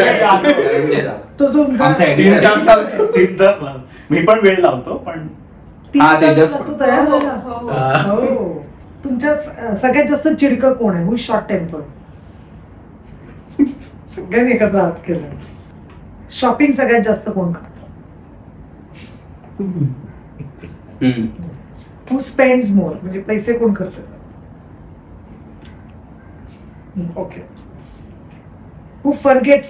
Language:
Marathi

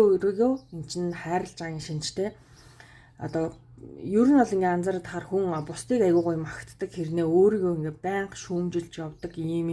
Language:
Mongolian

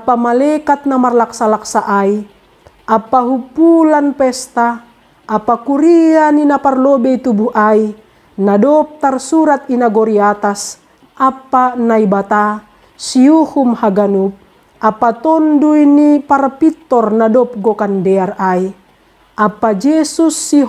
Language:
Batak Simalungun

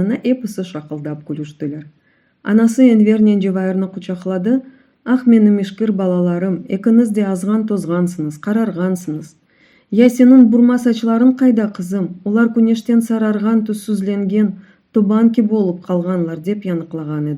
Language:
Crimean Tatar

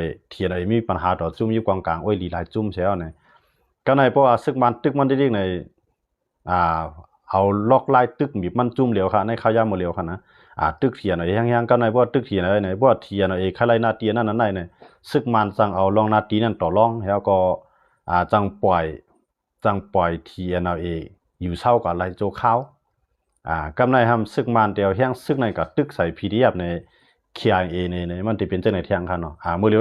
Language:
Shan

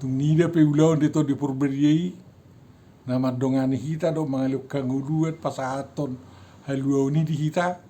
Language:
Batak Toba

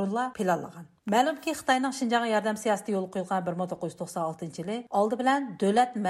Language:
Uyghur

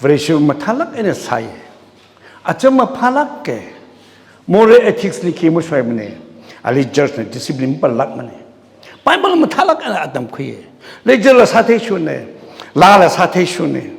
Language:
Tangkhul Naga (India)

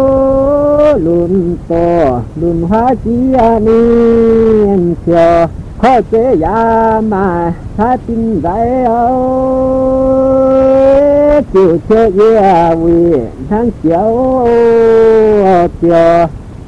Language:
Vietnamese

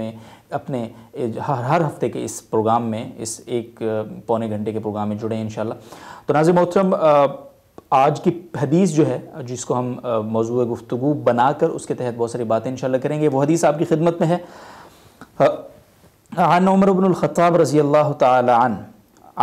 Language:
Urdu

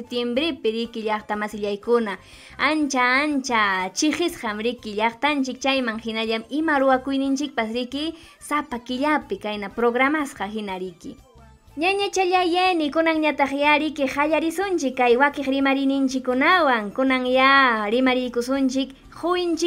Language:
Ayacucho Quechua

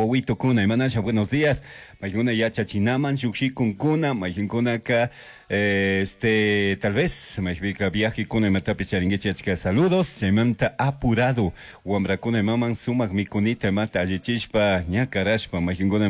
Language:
Chimborazo Highland Quichua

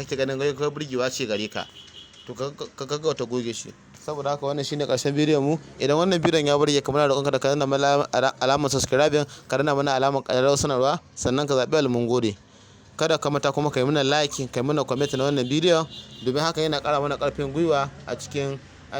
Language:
Hausa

